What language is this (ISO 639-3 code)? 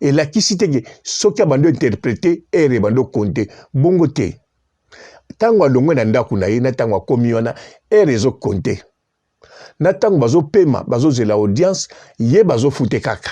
lin